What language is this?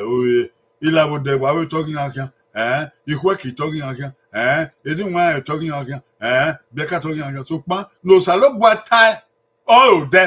Bini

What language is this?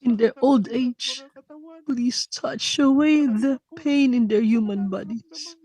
Ewe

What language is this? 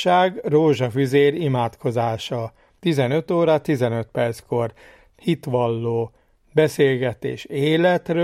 Hungarian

